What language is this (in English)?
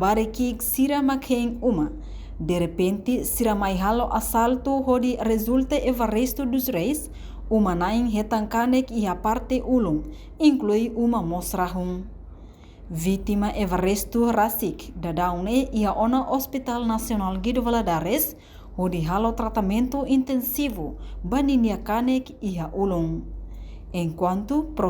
Tetum